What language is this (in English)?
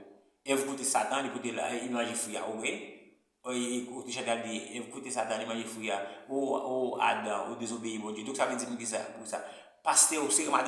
Haitian Creole